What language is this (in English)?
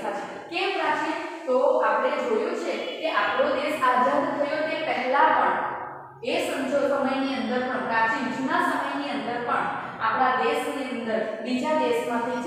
Gujarati